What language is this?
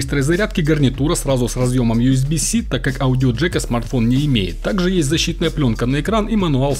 Russian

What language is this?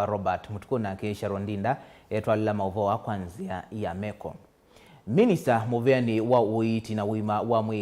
Kamba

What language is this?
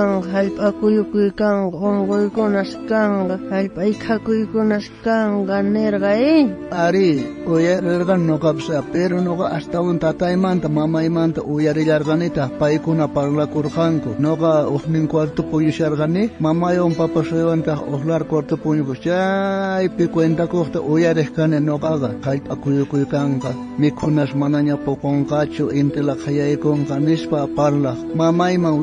South Bolivian Quechua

